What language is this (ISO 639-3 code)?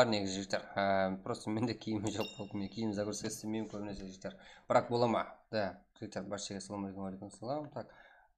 kaa